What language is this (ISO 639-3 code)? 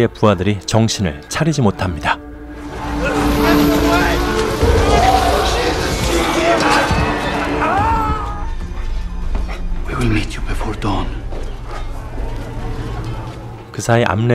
kor